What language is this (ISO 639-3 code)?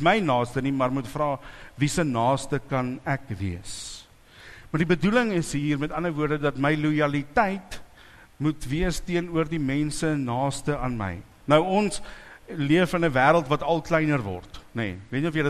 afr